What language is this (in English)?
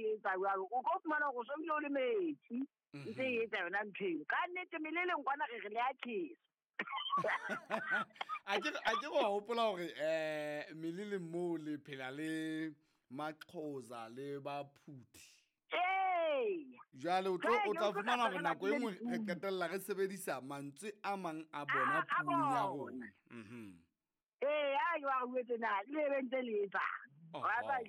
Southern Sotho